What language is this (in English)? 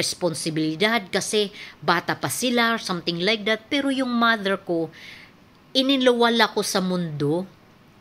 Filipino